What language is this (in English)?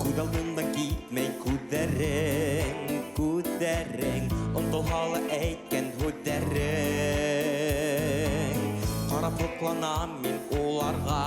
Bashkir